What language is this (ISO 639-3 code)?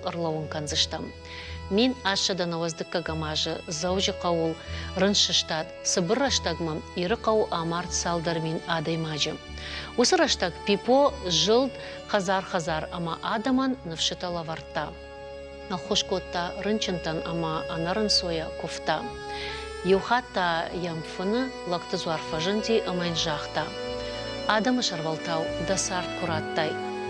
oss